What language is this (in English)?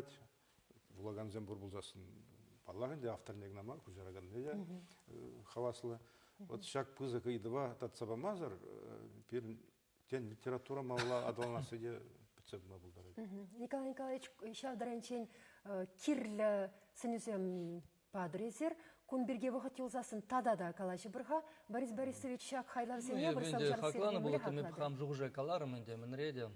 Chuvash